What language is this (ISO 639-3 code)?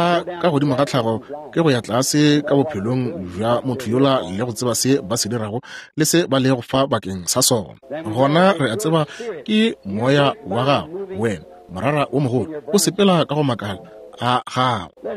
nso